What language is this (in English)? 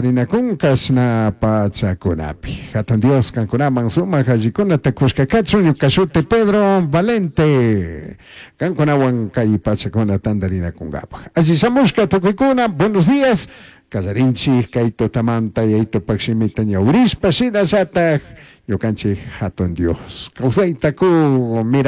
Chimborazo Highland Quichua